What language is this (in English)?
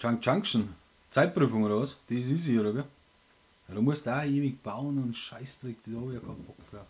Bavarian